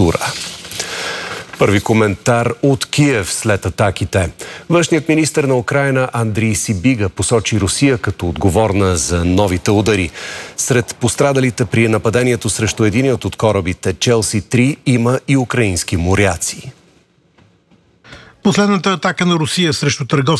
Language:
Bulgarian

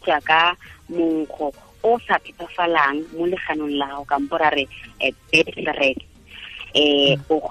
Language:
Tswana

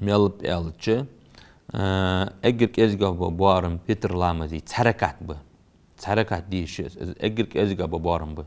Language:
Ingush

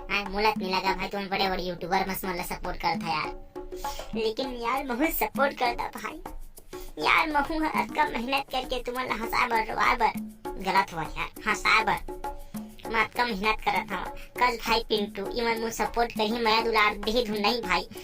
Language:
Chhattisgarhi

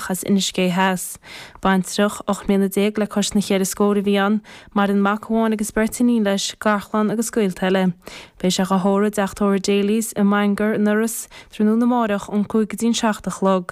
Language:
Irish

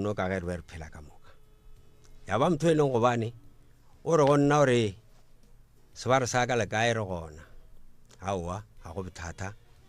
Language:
Northern Sotho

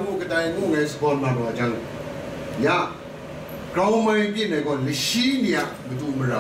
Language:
Kachin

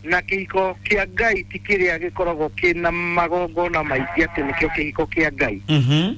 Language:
Kikuyu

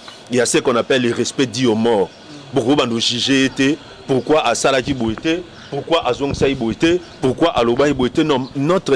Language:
Lingala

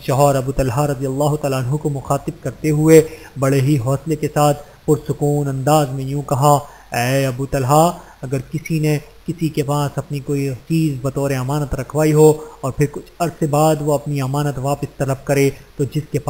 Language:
Urdu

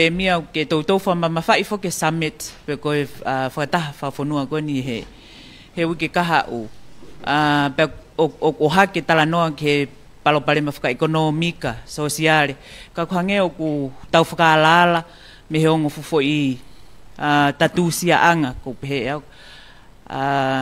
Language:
Tongan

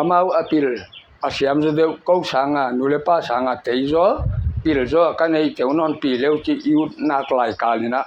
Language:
Paite Chin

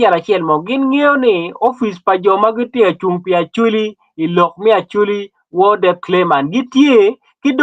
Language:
Acoli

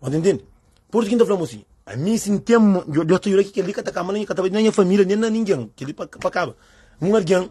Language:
Kabuverdianu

